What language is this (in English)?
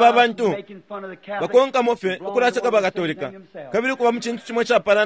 Bemba